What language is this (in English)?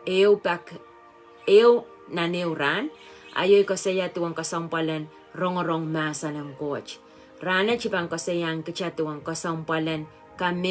Pohnpeian